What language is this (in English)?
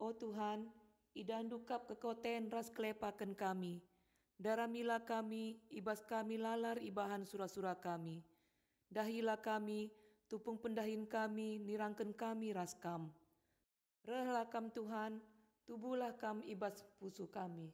Batak Karo